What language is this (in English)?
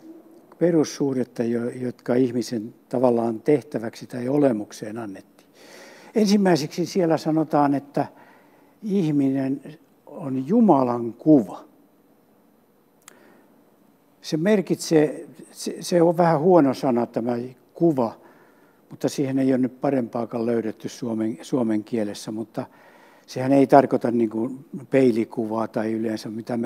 Finnish